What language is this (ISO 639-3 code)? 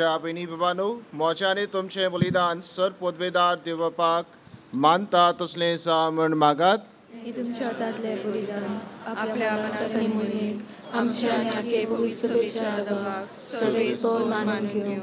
kok